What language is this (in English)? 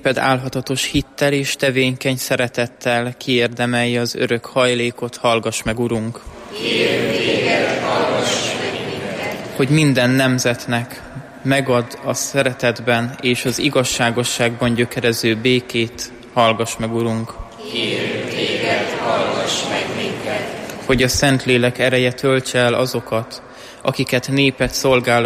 Hungarian